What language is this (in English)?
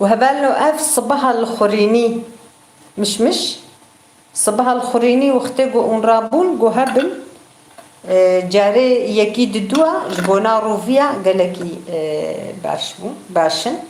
Kurdish